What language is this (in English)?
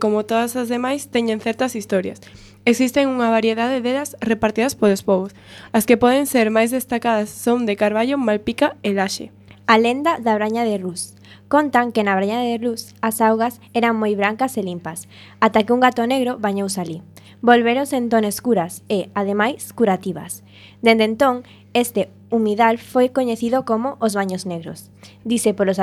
Galician